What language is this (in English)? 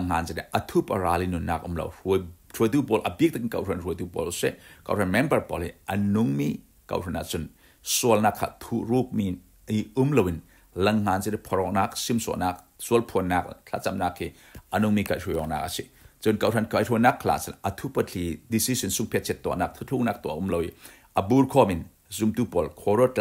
Falam Chin